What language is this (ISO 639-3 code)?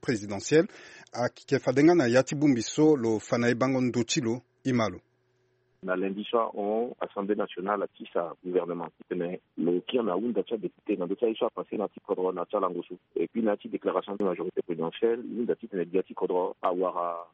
sag